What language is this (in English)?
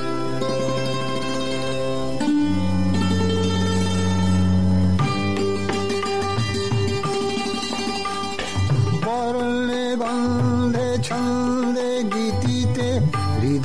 Bangla